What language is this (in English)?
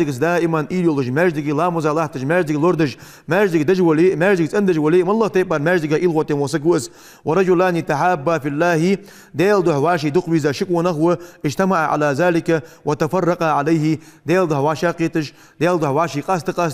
Ingush